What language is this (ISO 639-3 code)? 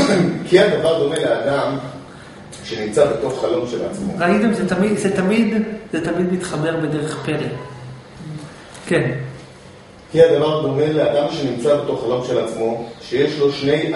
heb